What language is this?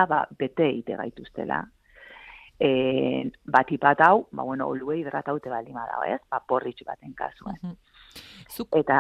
Basque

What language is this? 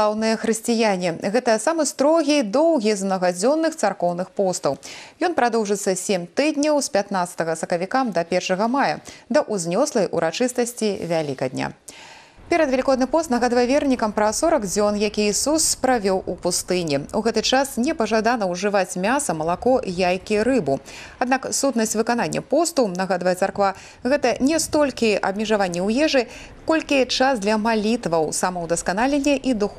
Belarusian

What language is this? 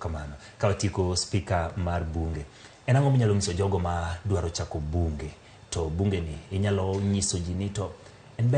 Luo (Kenya and Tanzania)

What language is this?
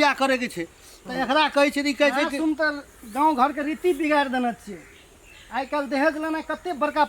Maithili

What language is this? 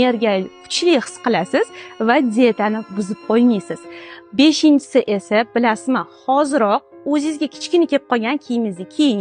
Uzbek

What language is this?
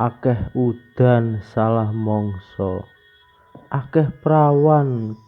Javanese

